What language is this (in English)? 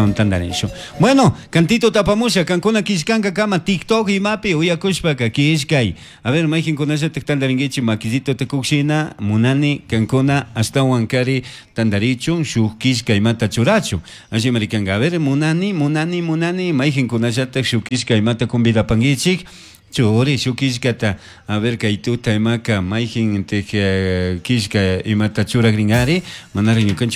Chimborazo Highland Quichua